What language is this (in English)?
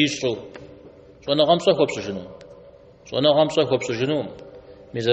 Kabardian